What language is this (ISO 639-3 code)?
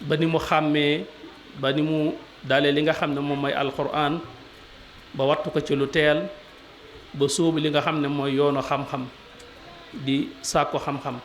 wol